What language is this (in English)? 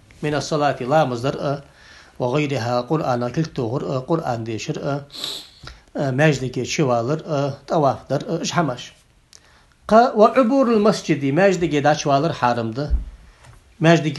Ingush